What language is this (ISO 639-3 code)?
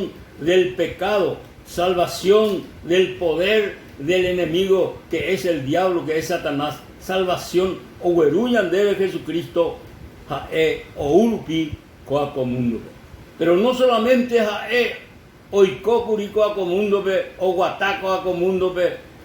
grn